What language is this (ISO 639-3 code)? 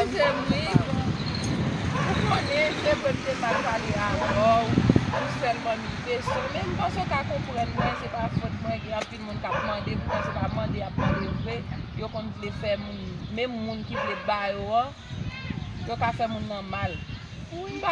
hat